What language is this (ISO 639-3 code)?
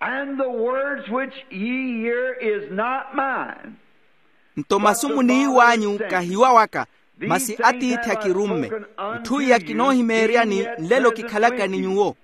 vmw